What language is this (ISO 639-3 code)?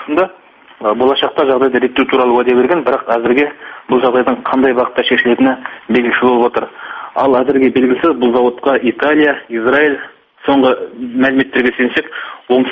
kaz